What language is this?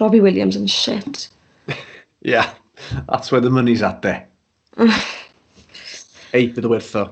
Welsh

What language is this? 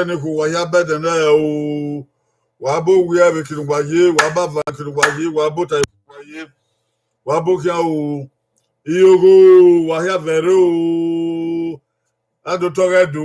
Bini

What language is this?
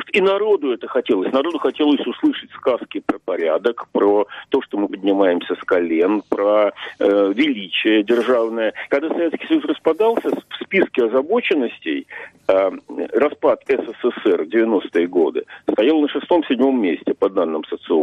Russian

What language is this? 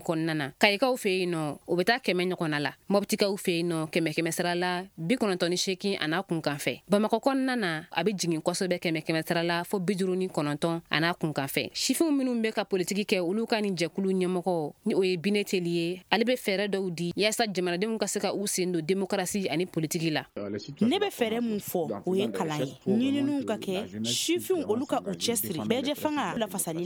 Bambara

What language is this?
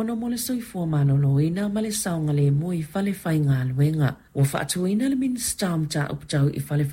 Samoan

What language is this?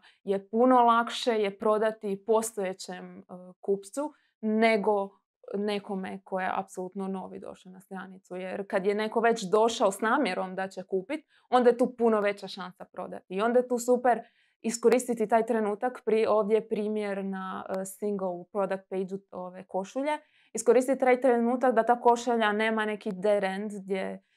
Croatian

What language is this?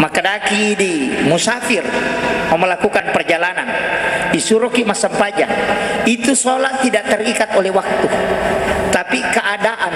Buginese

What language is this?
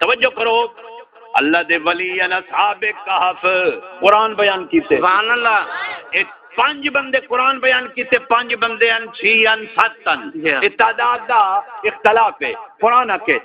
Saraiki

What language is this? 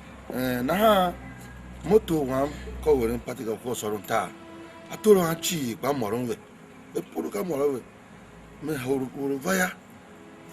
Tiv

